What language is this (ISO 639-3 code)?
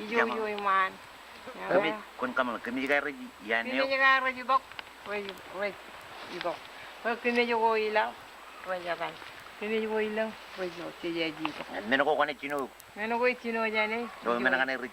mah